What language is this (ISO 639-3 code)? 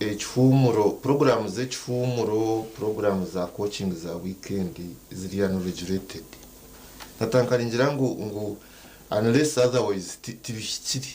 nyn